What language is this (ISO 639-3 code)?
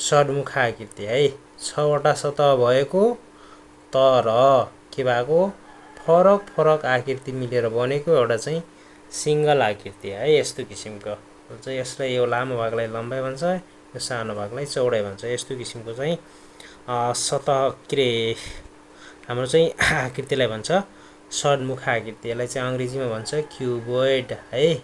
nep